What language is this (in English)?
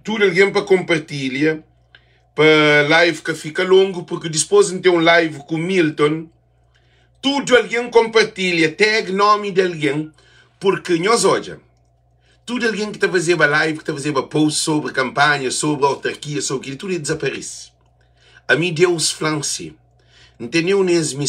Kabuverdianu